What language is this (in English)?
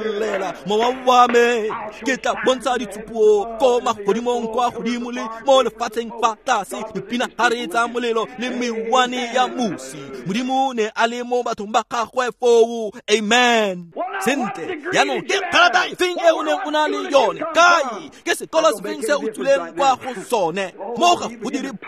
Tswana